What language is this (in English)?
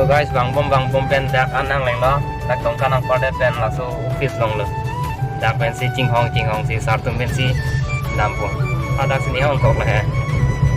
Karbi